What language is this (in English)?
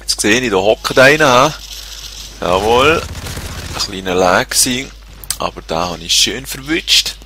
Swiss German